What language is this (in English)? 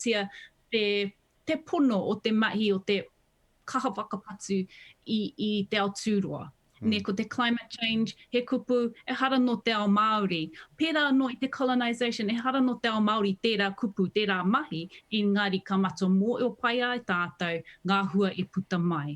Māori